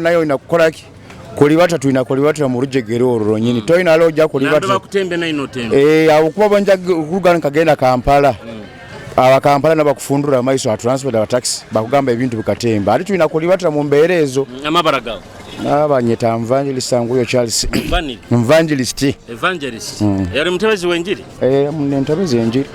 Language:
Nyoro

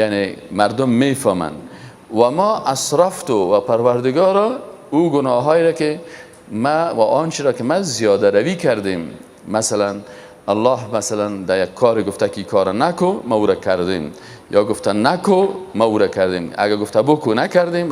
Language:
Persian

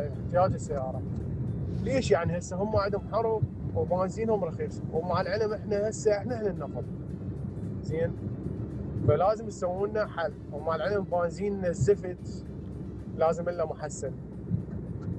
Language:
Mesopotamian Arabic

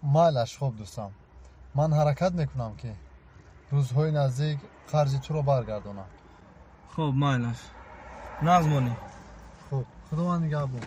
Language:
Tajik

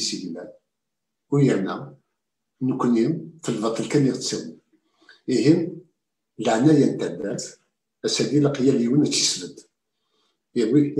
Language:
Kabyle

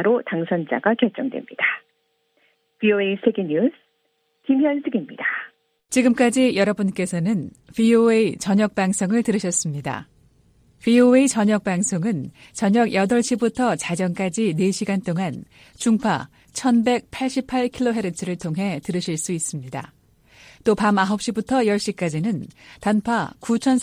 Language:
Korean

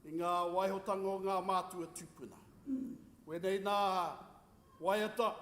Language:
Māori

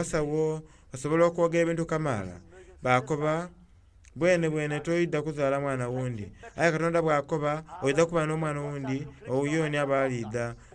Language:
Soga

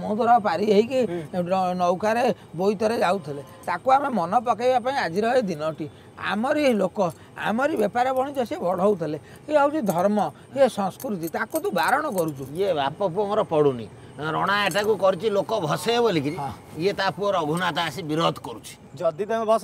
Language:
Odia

